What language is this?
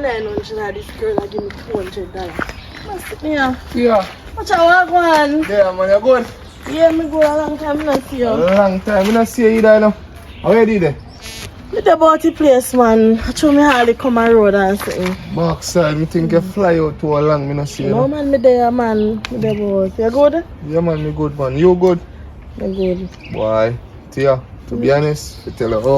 Jamaican Creole English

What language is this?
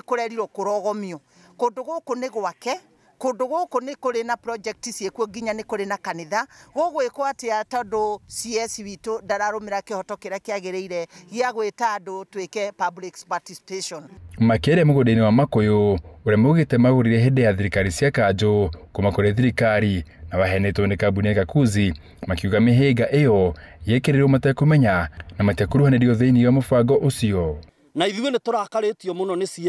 Kikuyu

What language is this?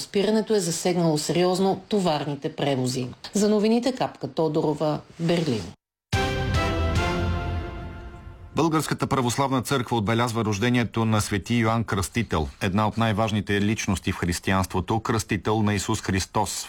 Bulgarian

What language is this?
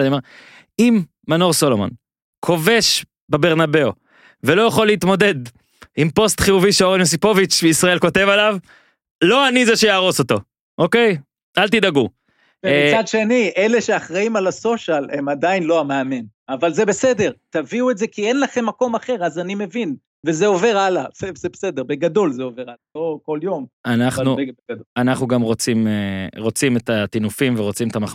Hebrew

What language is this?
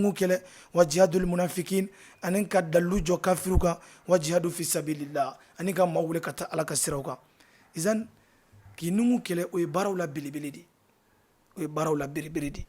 Bambara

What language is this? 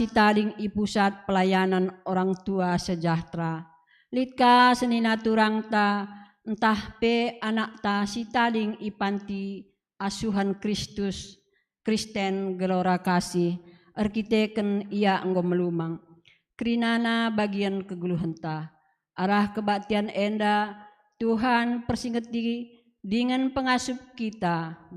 Batak Karo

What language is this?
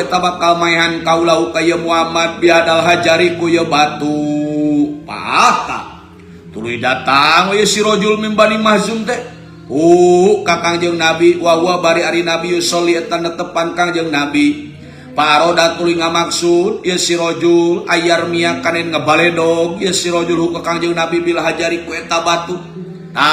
Sundanese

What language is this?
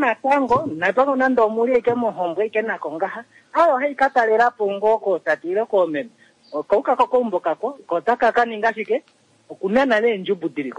Kuanyama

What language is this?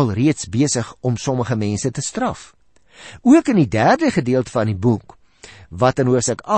Afrikaans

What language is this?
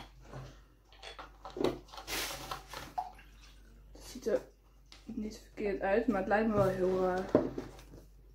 Dutch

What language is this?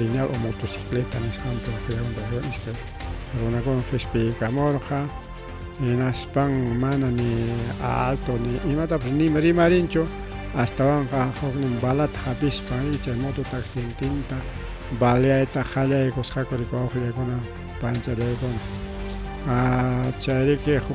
Ayacucho Quechua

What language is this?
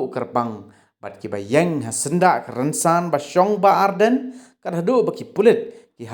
Khasi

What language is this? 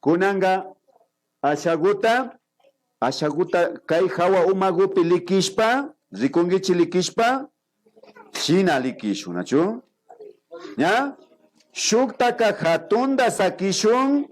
Imbabura Highland Quichua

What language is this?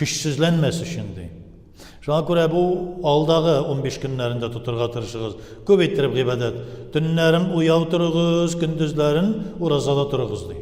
Tatar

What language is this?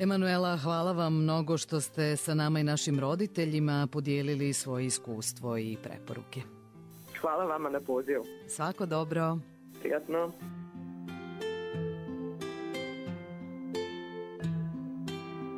Bosnian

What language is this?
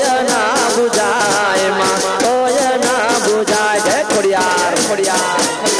Gujarati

